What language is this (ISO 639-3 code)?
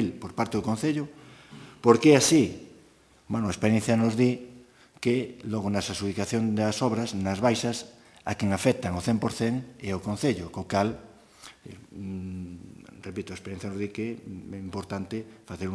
glg